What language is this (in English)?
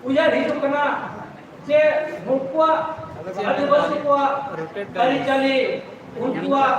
Santali